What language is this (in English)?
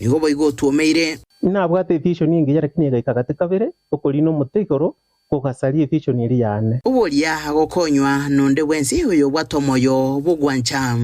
Gusii